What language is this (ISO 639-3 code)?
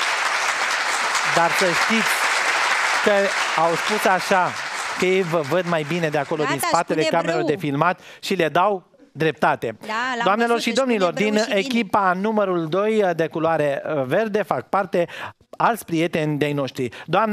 ron